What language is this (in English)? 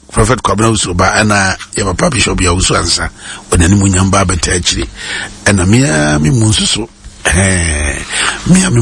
Akan